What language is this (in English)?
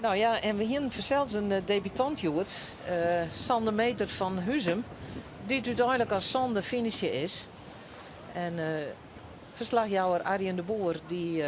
Western Frisian